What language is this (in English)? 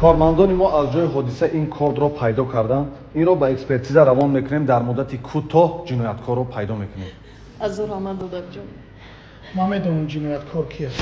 Tajik